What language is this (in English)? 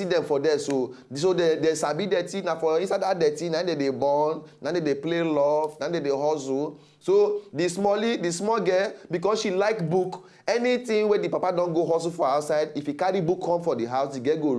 Nigerian Pidgin